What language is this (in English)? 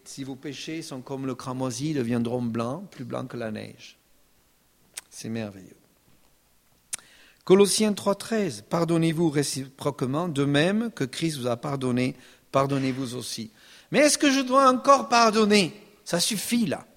French